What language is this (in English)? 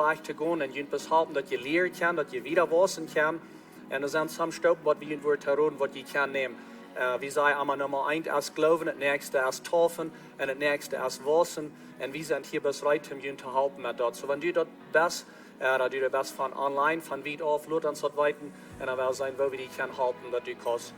Plautdietsch